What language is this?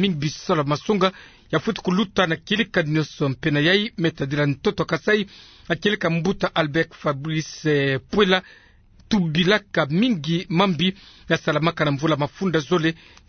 Kituba (Democratic Republic of Congo)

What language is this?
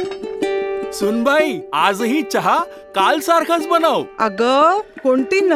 Marathi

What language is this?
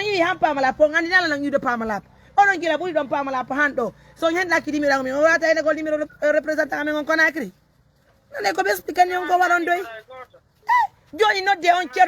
Pular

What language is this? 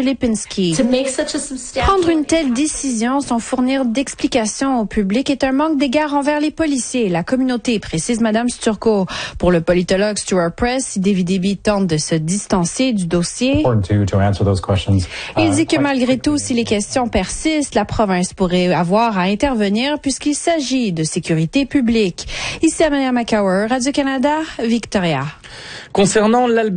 French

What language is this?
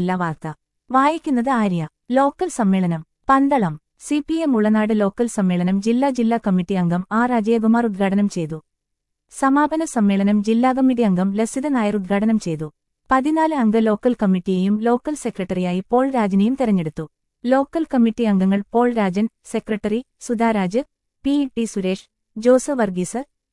Malayalam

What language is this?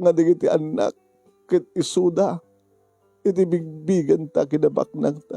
Iloko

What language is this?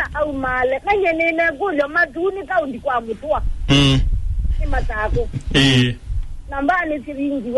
Kamba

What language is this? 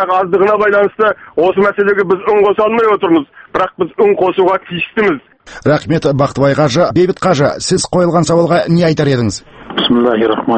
Kazakh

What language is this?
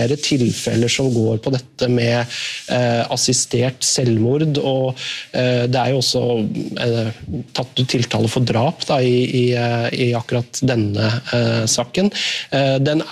Norwegian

